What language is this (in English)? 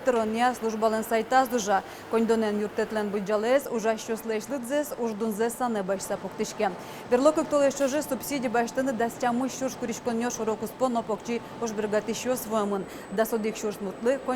Udmurt